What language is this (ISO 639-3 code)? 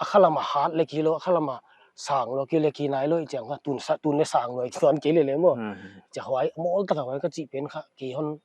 pck